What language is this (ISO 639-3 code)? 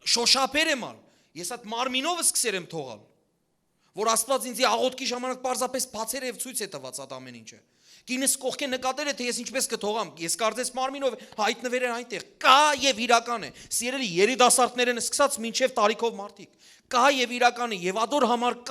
hyw